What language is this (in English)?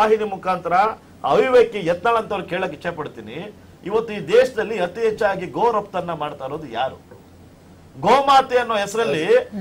Kannada